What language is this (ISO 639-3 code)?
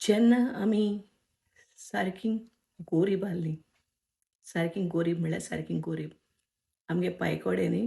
kok